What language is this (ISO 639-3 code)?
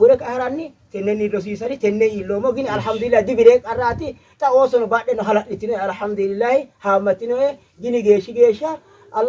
sid